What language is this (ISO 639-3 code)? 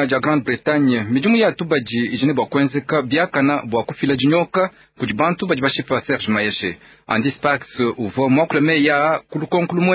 lua